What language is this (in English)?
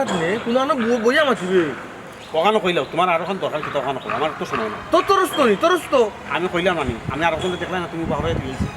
Sylheti